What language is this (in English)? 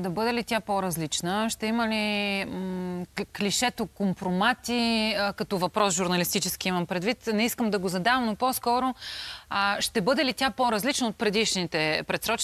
Bulgarian